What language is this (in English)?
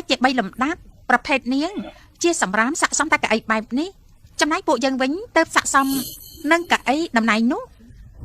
Khmer